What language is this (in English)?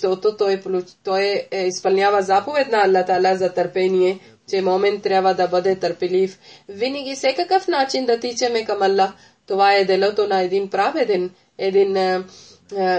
Bulgarian